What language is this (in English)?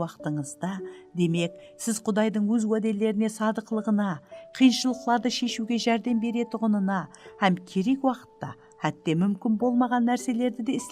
Kara-Kalpak